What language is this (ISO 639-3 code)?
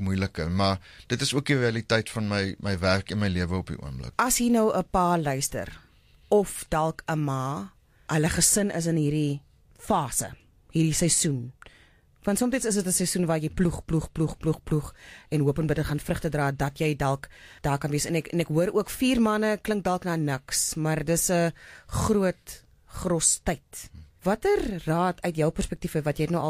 afr